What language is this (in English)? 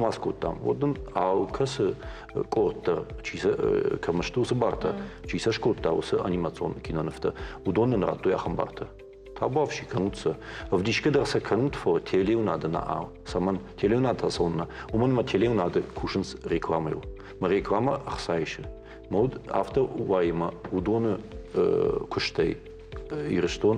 Ossetic